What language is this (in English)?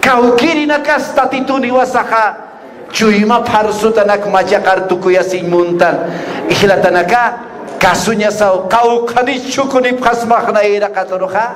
Aymara